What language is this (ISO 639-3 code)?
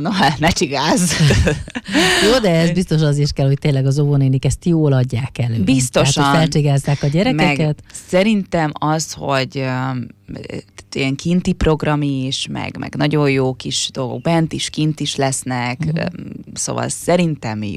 hun